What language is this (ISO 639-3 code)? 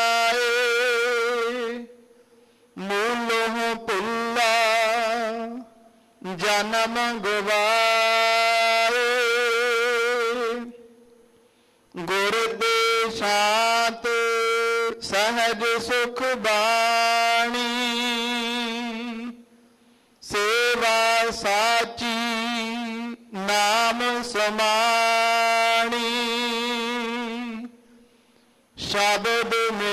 pan